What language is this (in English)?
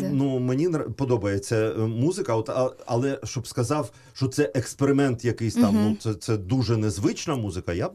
Ukrainian